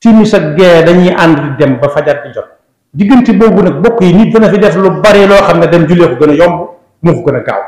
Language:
Wolof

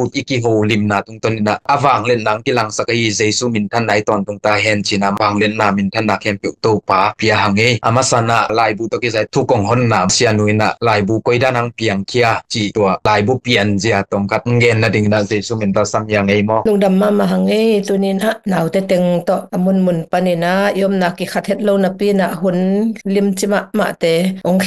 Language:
Tedim Chin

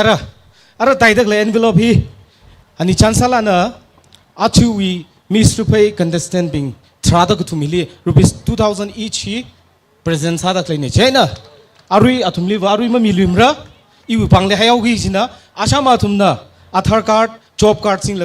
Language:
Tangkhul Naga (India)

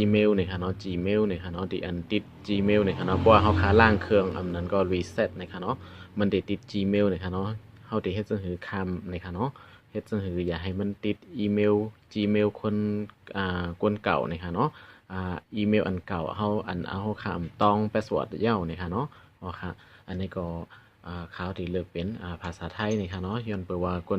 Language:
Shan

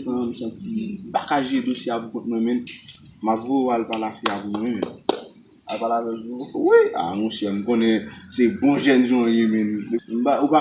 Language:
Haitian Creole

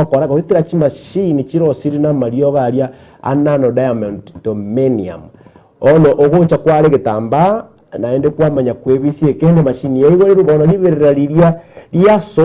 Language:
Gusii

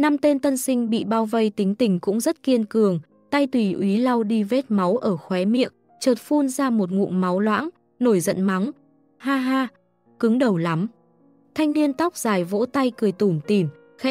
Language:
Vietnamese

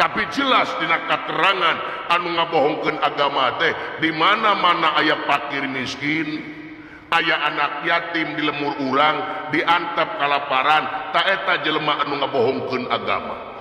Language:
Sundanese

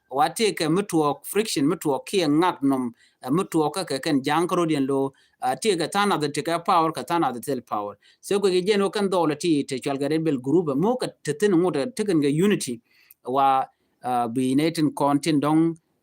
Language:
Nuer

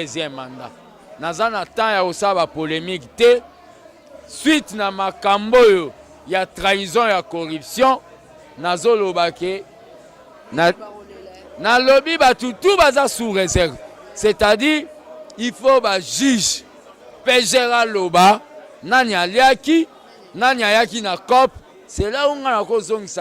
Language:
Lingala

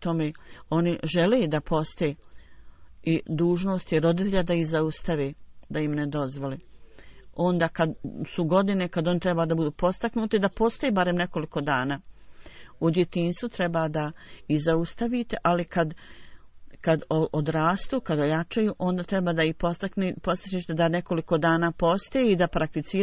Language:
Bosnian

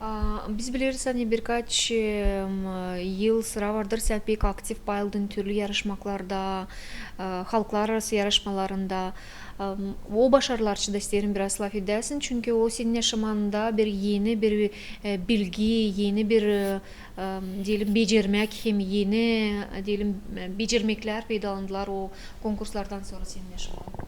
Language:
Gagauz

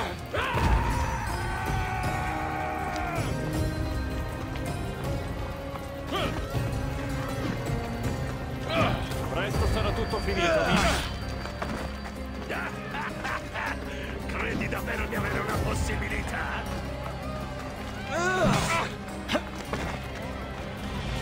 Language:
Italian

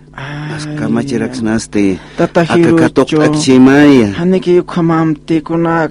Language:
Aymara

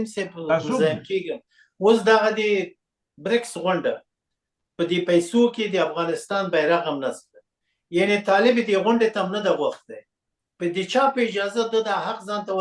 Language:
Pashto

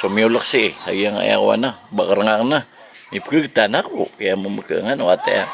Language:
Maranao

